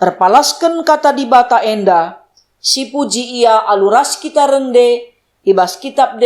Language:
Batak Karo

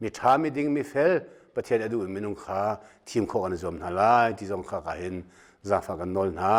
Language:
Hakha Chin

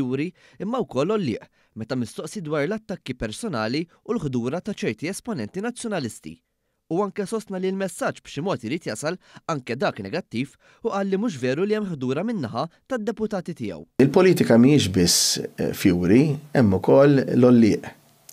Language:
Maltese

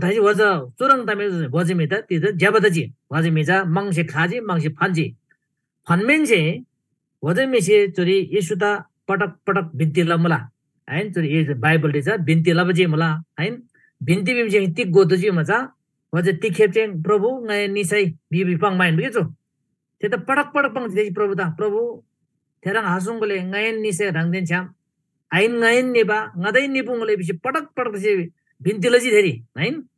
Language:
Eastern Tamang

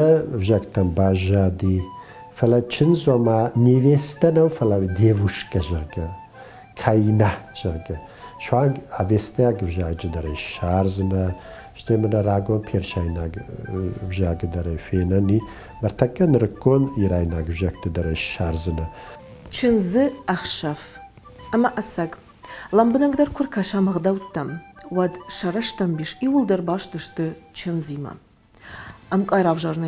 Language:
Ossetic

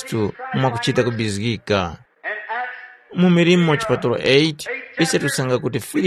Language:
Tumbuka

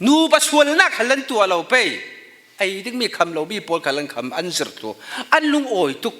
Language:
Falam Chin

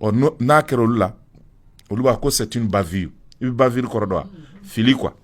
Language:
Bambara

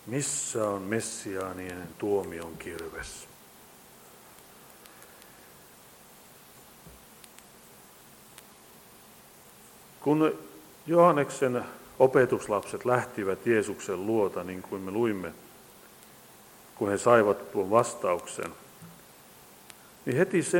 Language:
Finnish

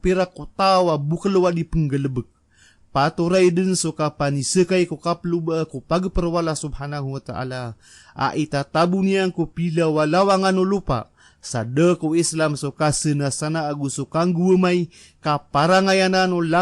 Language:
Maranao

